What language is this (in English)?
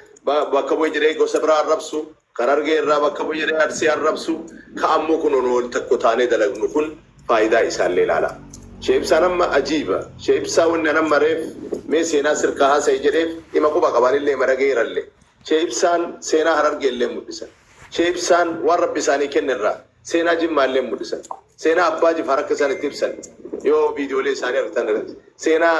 Oromo